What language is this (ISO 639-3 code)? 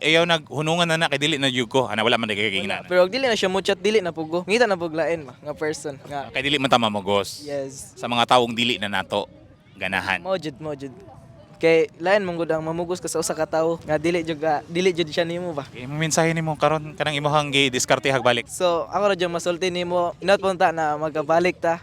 ceb